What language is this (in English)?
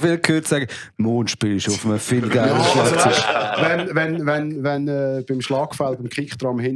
Swiss German